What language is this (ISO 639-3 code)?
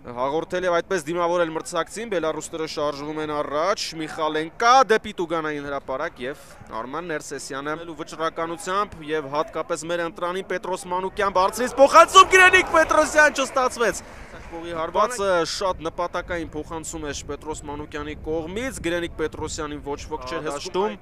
hye